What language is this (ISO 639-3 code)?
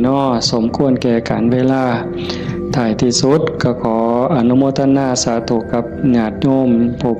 tts